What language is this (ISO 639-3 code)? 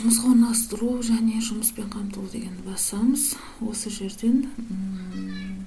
kaz